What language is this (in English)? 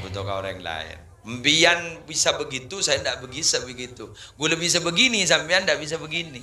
Madurese